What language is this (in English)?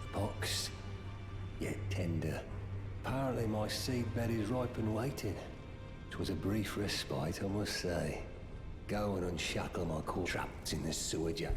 Bavarian